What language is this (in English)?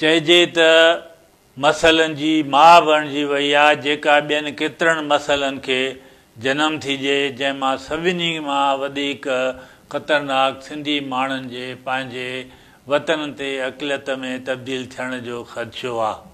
Sindhi